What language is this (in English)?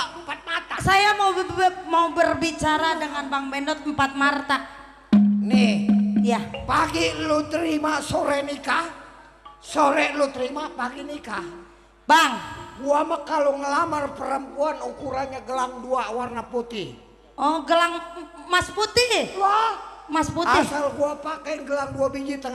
Betawi